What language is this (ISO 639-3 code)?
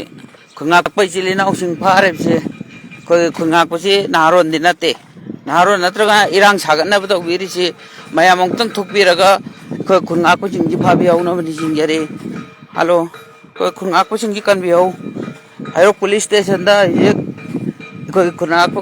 mni